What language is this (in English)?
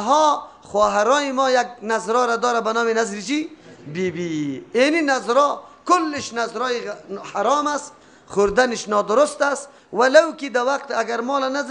Persian